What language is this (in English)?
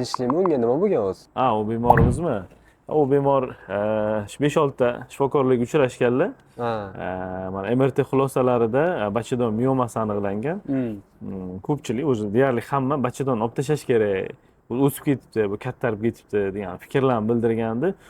Uzbek